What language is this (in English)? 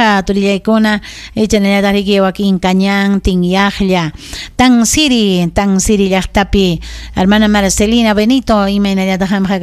Ayacucho Quechua